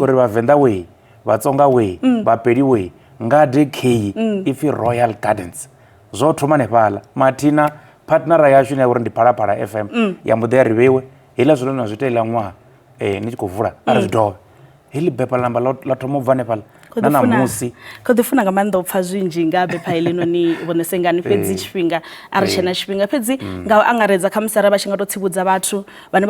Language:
Venda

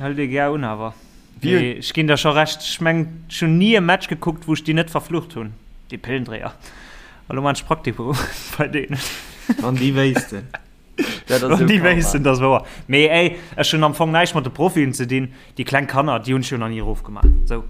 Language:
Luxembourgish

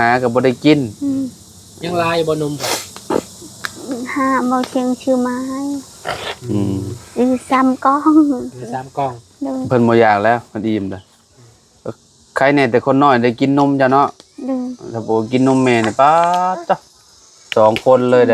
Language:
Lao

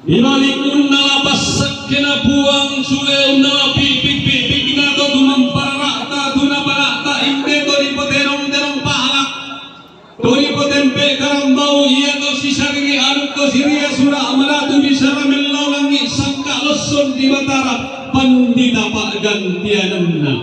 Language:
Toraja-Sa'dan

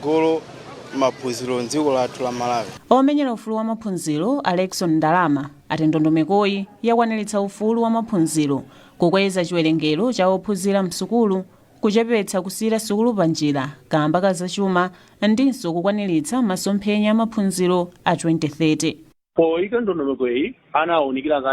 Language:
Nyanja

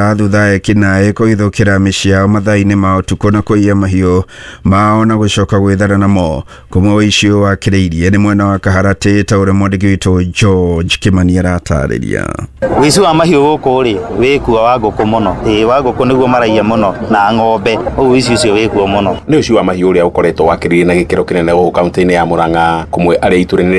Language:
Kikuyu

